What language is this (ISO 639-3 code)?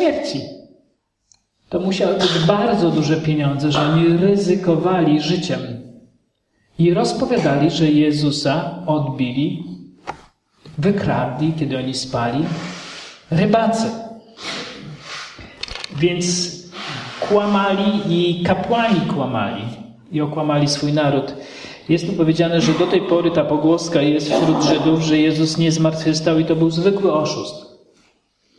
pol